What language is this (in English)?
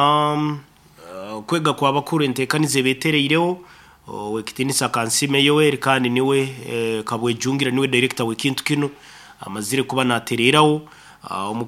Nyoro